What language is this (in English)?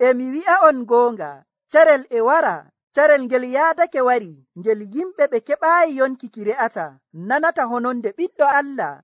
Nigerian Fulfulde